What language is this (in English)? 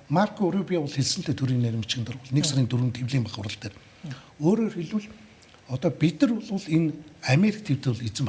Mongolian